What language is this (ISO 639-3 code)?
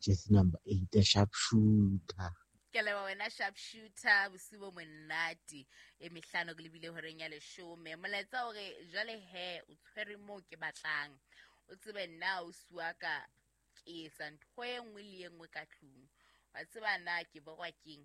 sot